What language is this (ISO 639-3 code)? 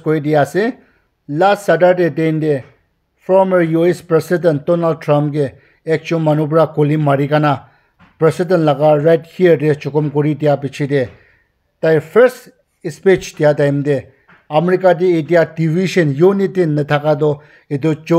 nag